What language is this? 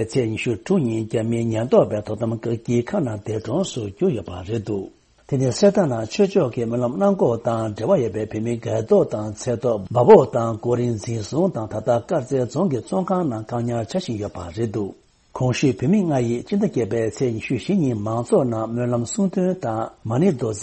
Tibetan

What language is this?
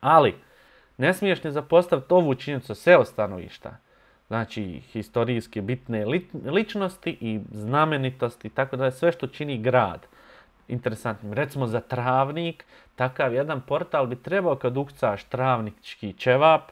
Bosnian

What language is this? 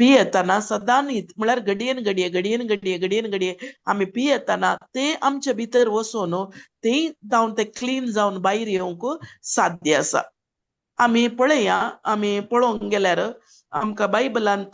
Konkani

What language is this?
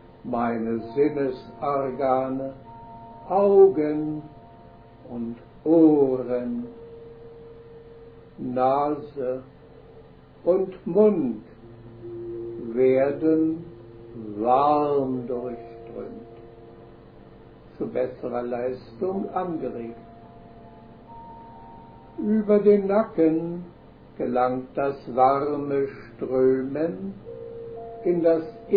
German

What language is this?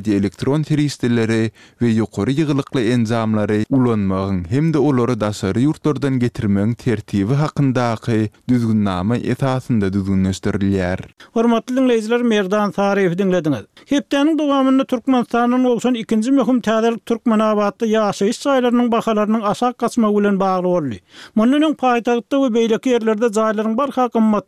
Turkmen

